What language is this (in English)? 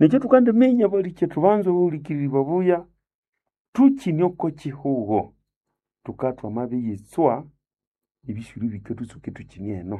Nande